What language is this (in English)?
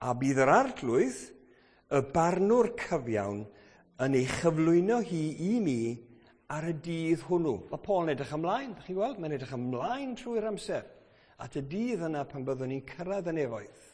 Welsh